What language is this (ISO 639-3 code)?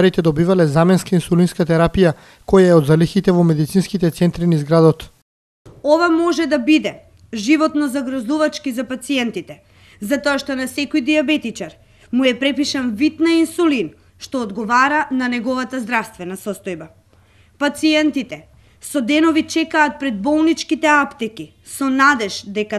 mkd